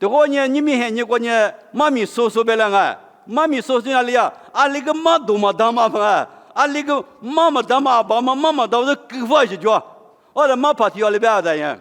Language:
Lisu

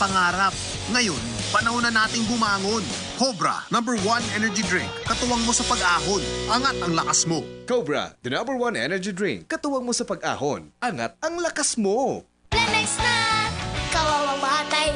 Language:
Bikol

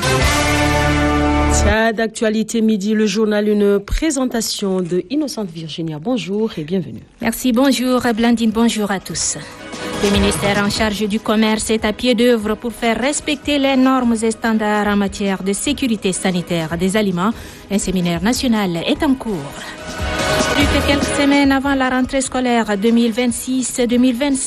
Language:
French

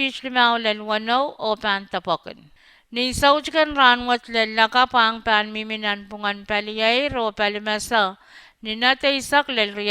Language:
Pohnpeian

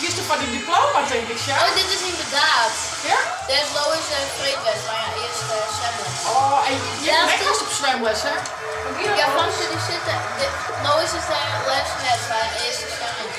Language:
Western Frisian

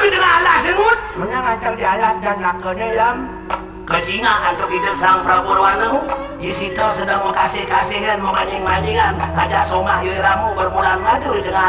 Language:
Balinese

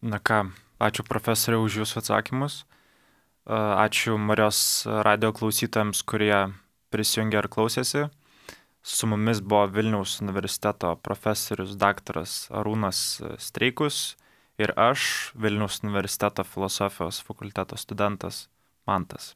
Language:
Lithuanian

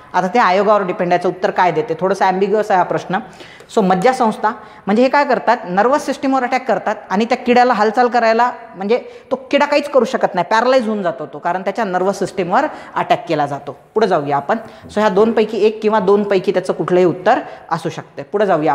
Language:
Marathi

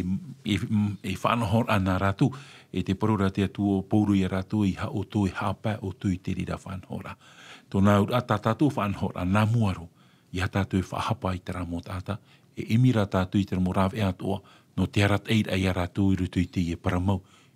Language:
Tahitian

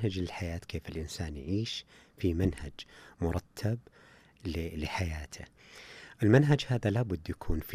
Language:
Najdi Arabic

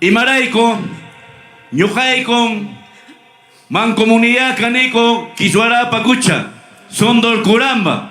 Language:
Ayacucho Quechua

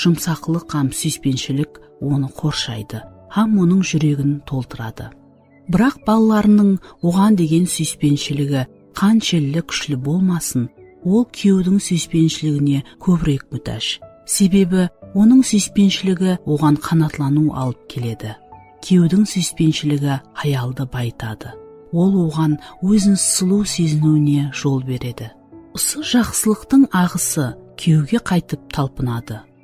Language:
Kara-Kalpak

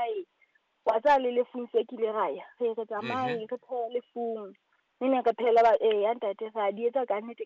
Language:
Southern Sotho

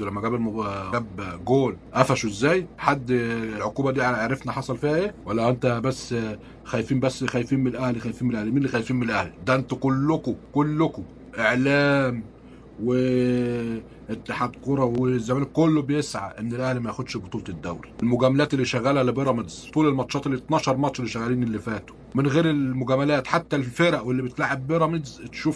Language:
Egyptian Arabic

